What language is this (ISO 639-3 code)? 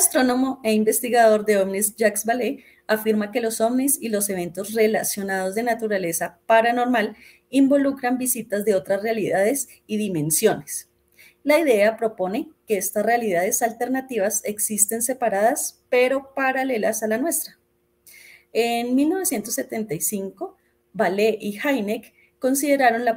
spa